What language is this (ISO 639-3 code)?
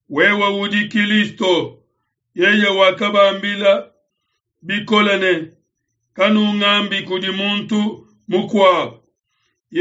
lua